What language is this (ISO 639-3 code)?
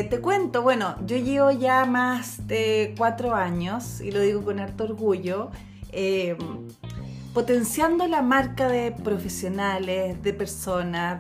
spa